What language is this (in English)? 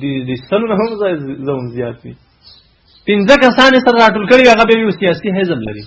Pashto